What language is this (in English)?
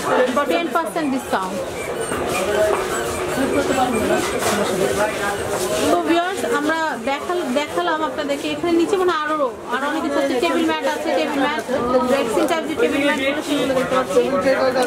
Bangla